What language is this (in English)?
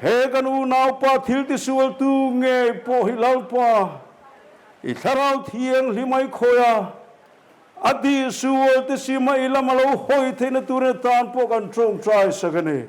Mizo